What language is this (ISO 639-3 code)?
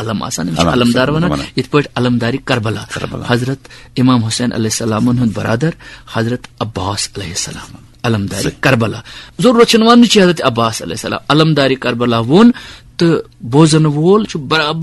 kas